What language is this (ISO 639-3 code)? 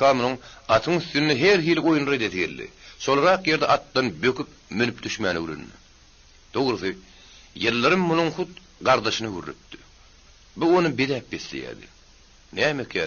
tuk